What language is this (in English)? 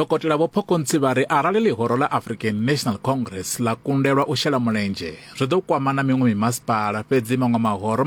Venda